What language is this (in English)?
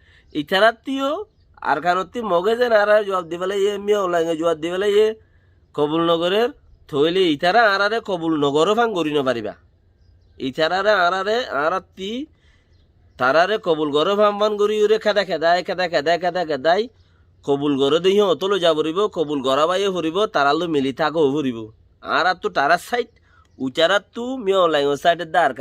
Rohingya